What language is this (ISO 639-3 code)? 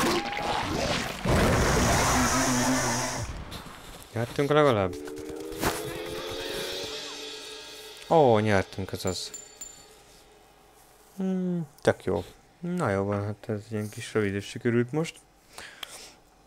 hun